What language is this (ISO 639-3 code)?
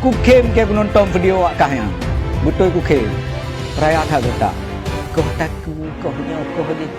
ace